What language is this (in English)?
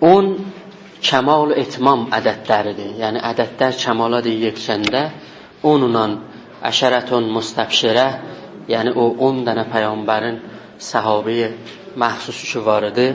South Azerbaijani